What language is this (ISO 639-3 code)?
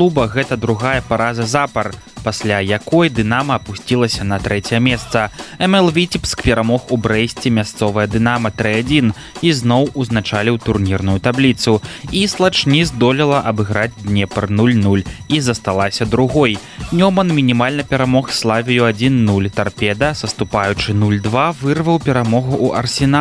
bel